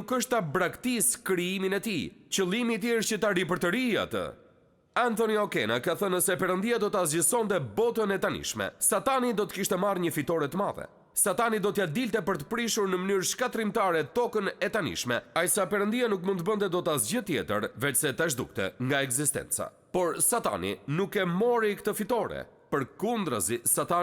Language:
Albanian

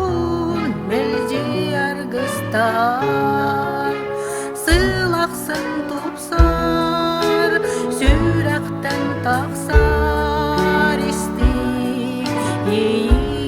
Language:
Yakut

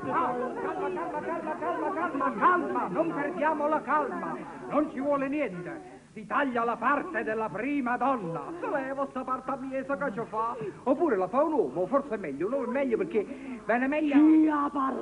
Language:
Neapolitan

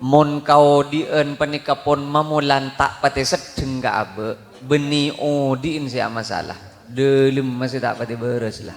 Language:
Madurese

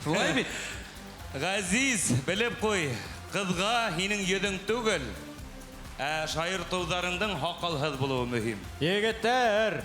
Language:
Bashkir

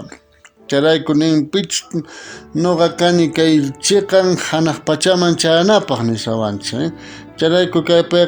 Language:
South Bolivian Quechua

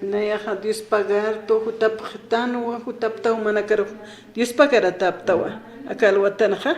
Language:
Aymara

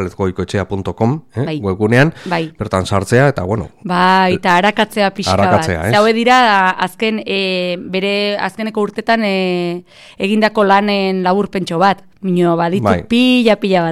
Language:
Basque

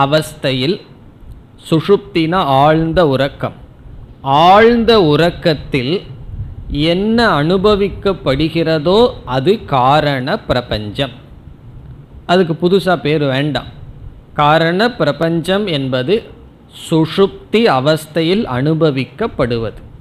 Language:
Tamil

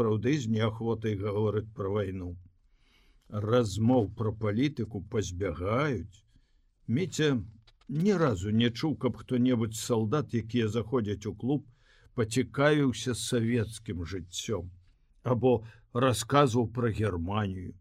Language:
Belarusian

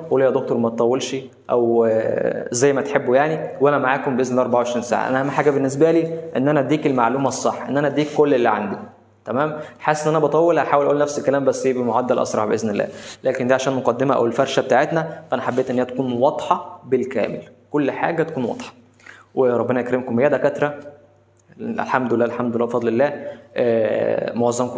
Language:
Egyptian Arabic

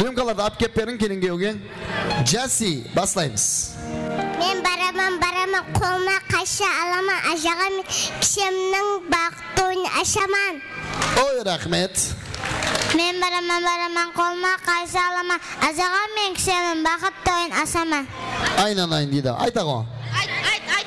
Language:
Kara-Kalpak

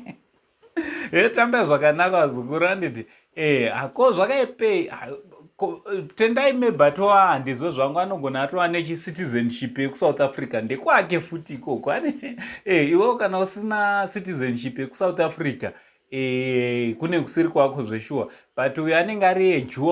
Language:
Shona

